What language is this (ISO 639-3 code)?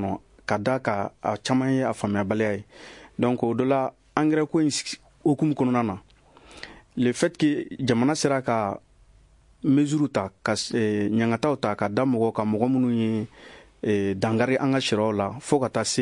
bam